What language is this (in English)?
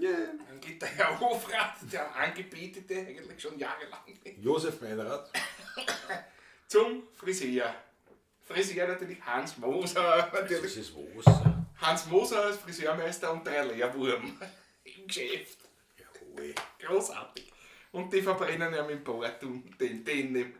Bavarian